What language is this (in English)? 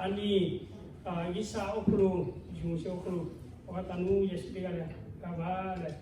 Lahu